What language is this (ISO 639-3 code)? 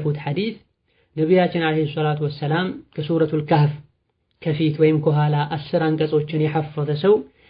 amh